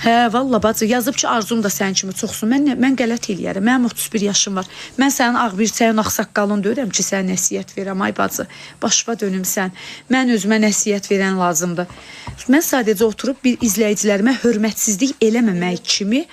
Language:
Azerbaijani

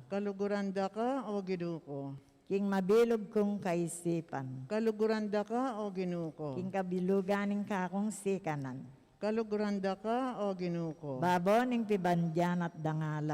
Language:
Pampanga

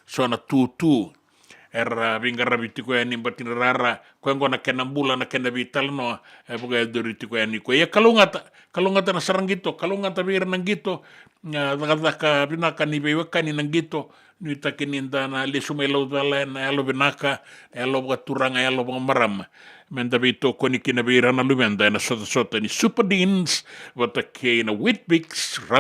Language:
Fijian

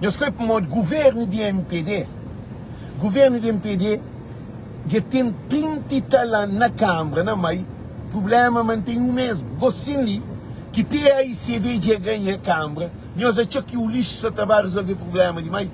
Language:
Kabuverdianu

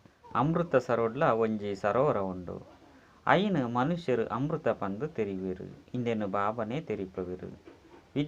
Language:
Tulu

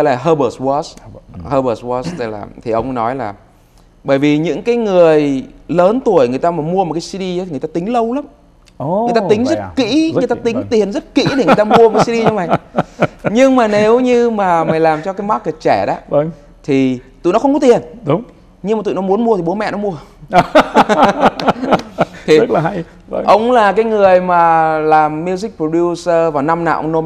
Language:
Vietnamese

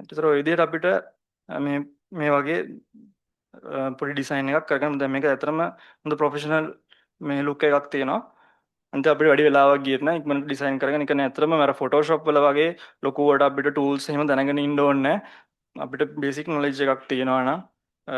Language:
Sinhala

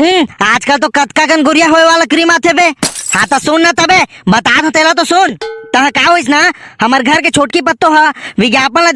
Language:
Chhattisgarhi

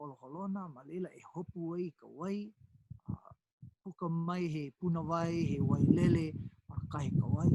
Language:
Hawaiian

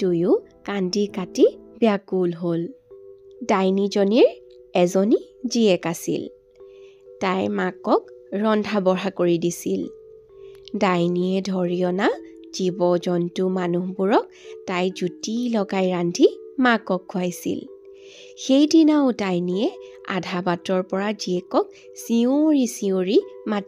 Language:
Assamese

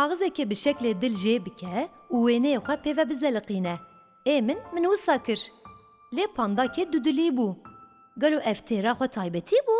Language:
Kurdish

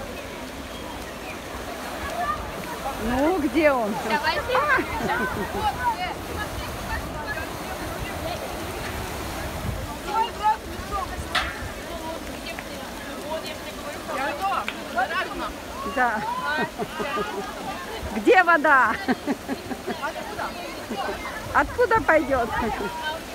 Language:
Russian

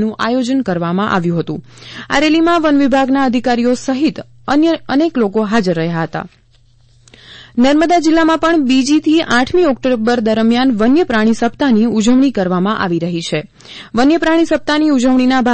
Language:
Gujarati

